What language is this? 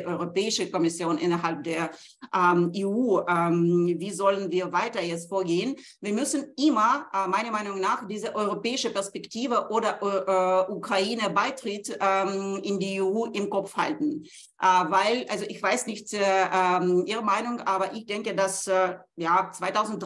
German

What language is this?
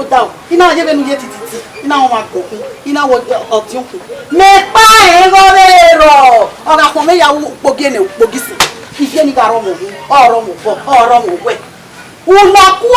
Bini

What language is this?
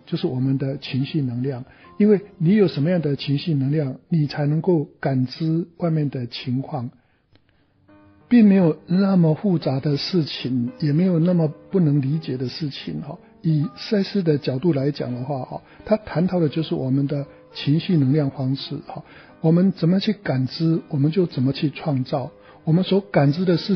Chinese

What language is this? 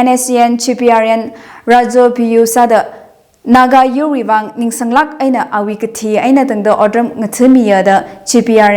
Tangkhul Naga (India)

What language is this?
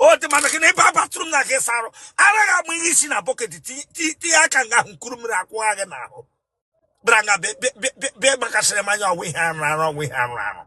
Igbo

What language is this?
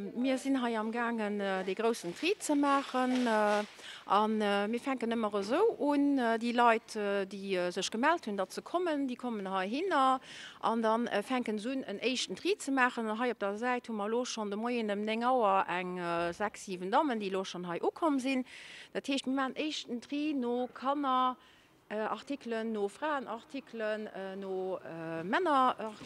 Luxembourgish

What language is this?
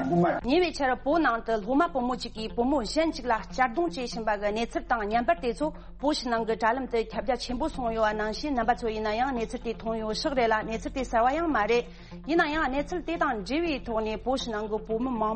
Tibetan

